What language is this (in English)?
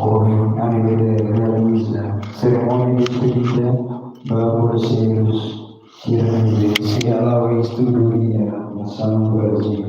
Tetum